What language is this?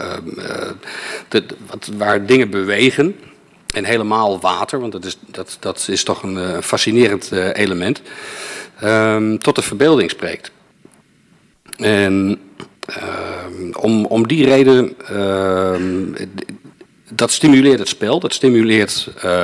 Dutch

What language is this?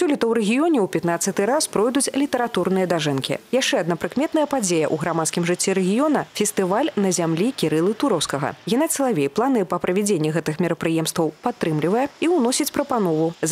Belarusian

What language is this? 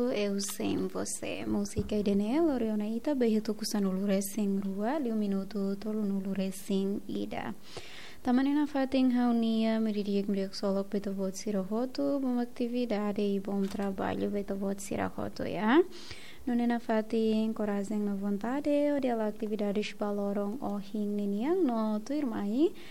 Tetum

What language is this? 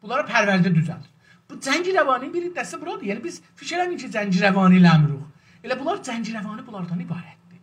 South Azerbaijani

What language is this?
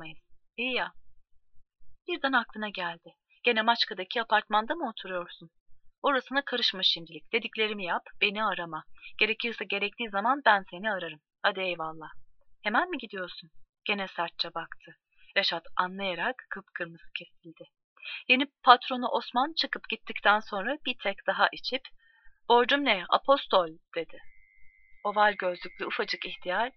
Turkish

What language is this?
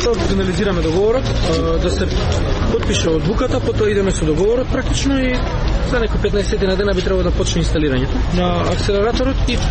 Macedonian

